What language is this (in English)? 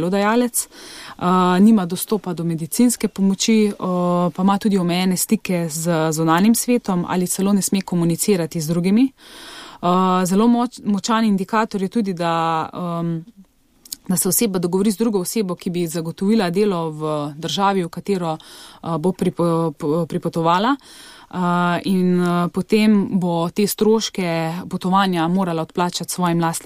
Slovenian